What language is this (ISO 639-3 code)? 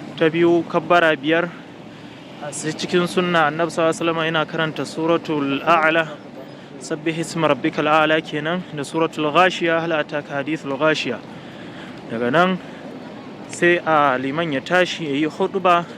hau